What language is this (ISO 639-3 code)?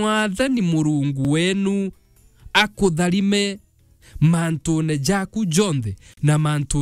mer